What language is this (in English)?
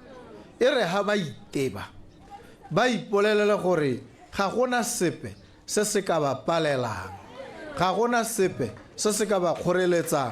Tswana